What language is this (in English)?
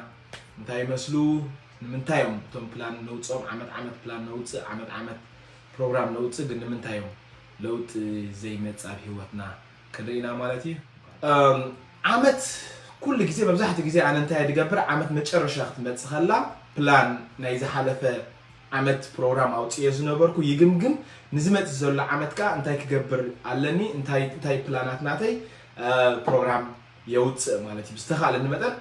Tigrinya